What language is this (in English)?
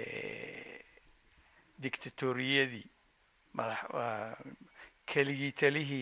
Somali